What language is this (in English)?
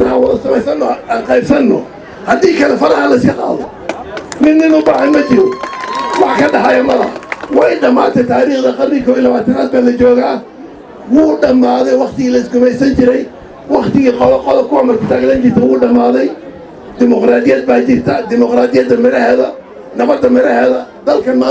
Somali